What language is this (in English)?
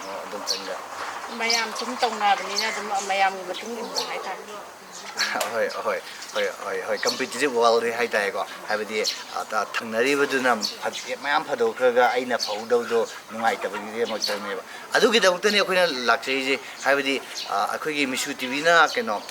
Manipuri